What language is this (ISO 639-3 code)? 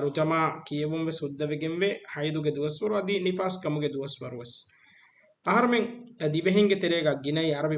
div